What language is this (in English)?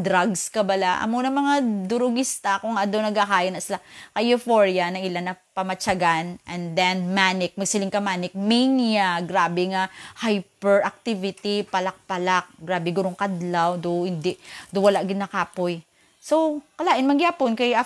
Hiligaynon